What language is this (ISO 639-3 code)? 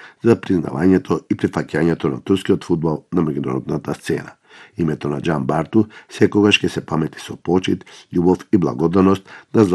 mkd